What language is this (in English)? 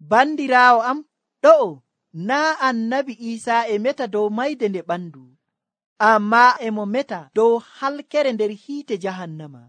Nigerian Fulfulde